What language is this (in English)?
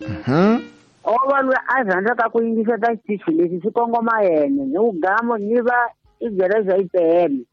Tsonga